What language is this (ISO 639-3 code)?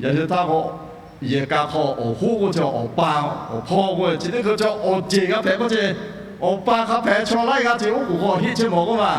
lhu